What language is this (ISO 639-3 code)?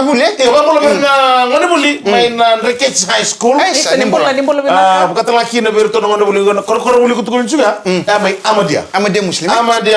fij